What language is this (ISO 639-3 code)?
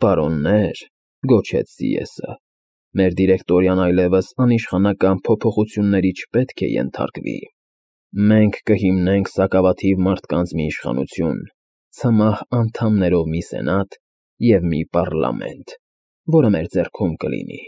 hye